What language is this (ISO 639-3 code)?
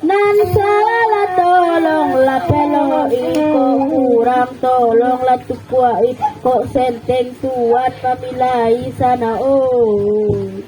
min